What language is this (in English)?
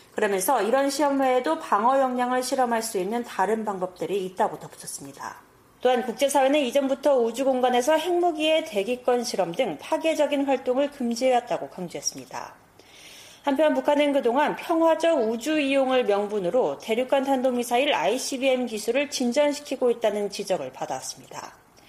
Korean